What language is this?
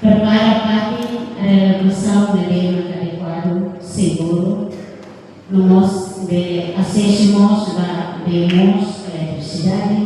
Tetum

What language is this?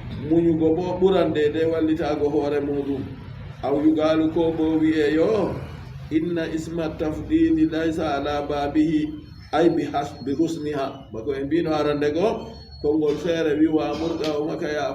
Fula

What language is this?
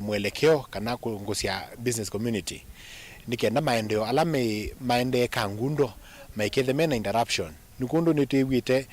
Kamba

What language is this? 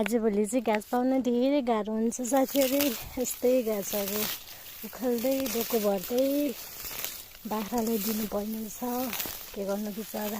Nepali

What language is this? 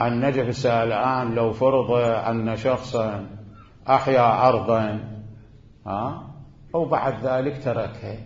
Mesopotamian Arabic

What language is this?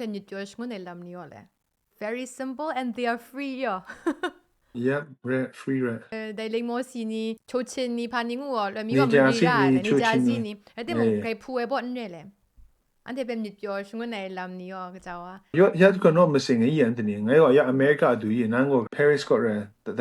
Kachin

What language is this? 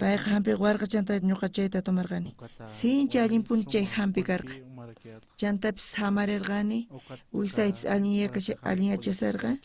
South Bolivian Quechua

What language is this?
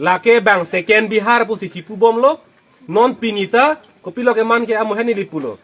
Karbi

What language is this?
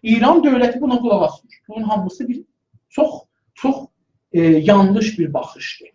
South Azerbaijani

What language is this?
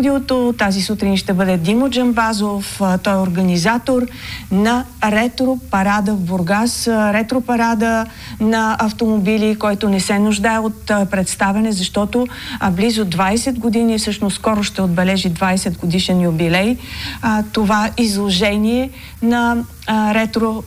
Bulgarian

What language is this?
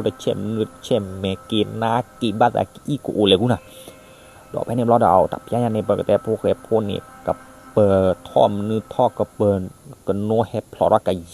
S'gaw Karen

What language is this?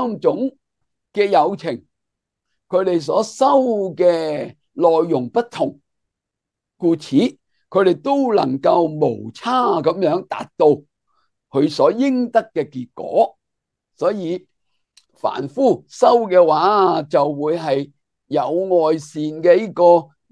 Cantonese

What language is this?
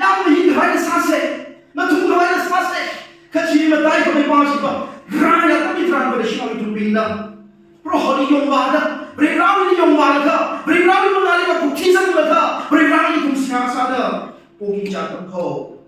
Tangkhul Naga (India)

